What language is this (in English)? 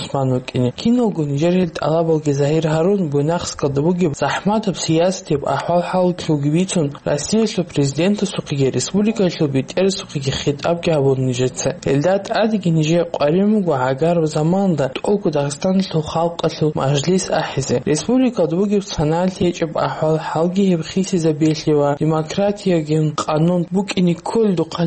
Avaric